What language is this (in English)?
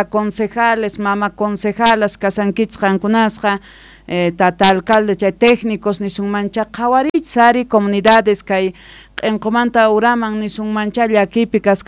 South Bolivian Quechua